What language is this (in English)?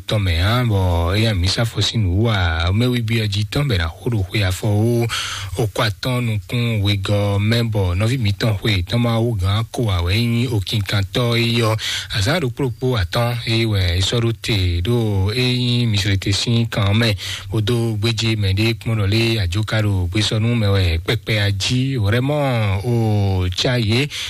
Fon